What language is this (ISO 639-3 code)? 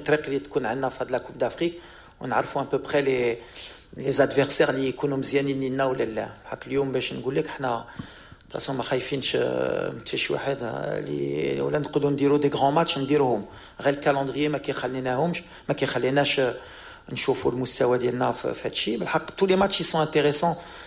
ary